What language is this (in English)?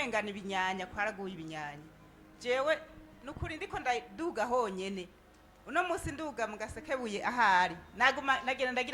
Rundi